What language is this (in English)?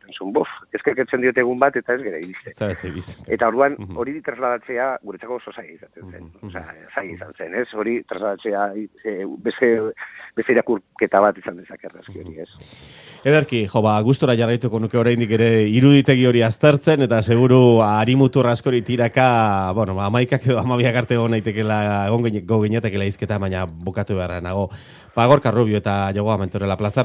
Basque